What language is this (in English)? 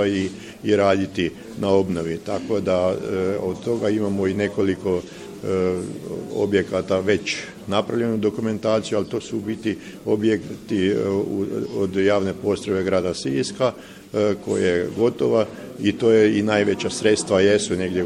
Croatian